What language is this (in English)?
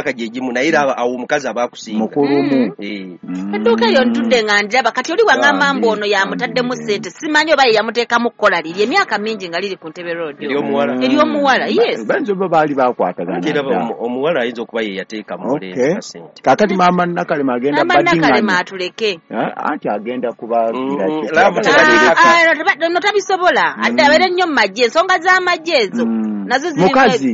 Ganda